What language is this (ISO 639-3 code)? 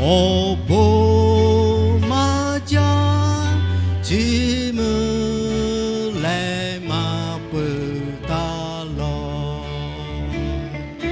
lhu